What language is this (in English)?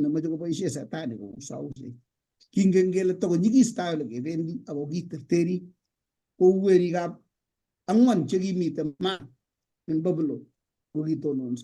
Kalenjin